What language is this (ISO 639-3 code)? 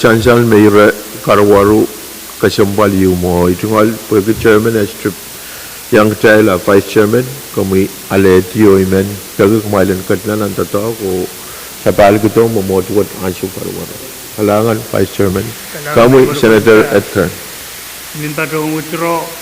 pon